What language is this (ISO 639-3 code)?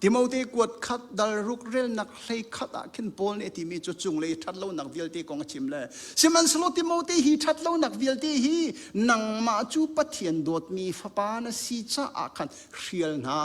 cnh